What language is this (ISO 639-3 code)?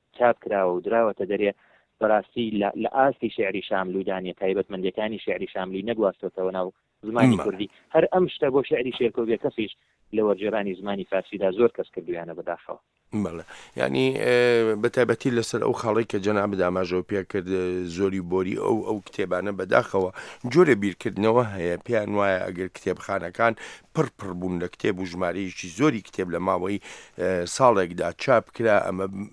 ckb